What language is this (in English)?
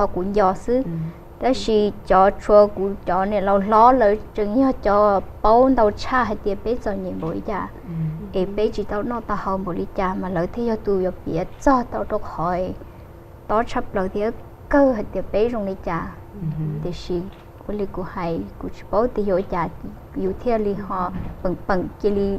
Hmong